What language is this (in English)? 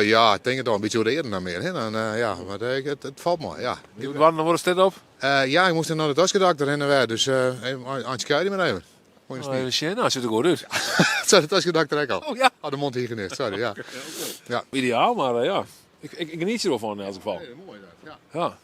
Western Frisian